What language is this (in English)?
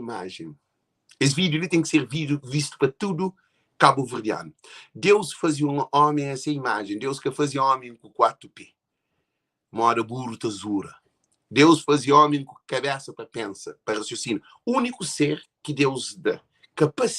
Kabuverdianu